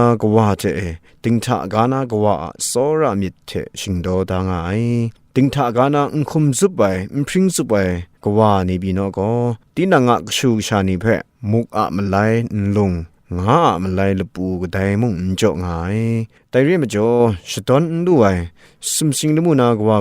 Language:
Kachin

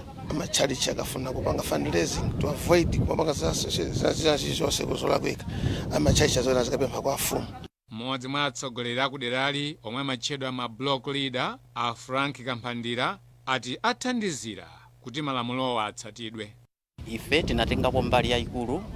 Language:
Nyanja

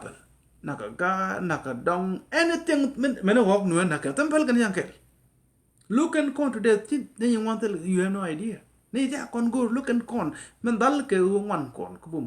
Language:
Nuer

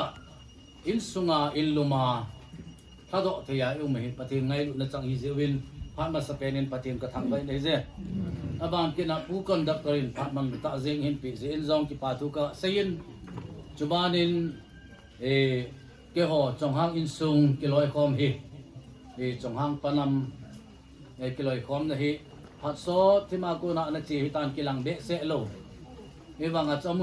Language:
Hmar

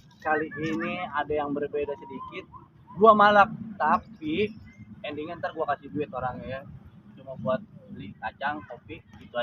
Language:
Betawi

